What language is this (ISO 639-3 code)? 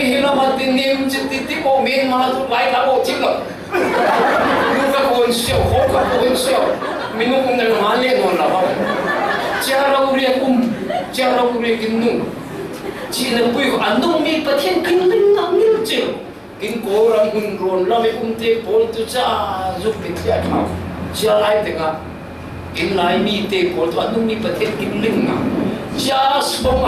cfm